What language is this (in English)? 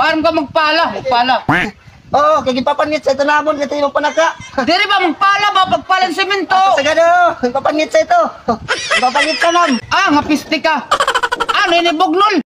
Waray